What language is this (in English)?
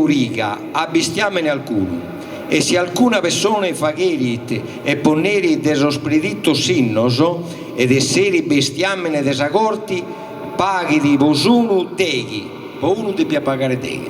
Sardinian